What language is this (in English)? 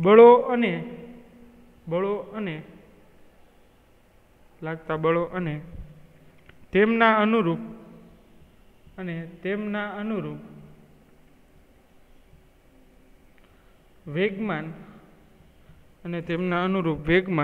Gujarati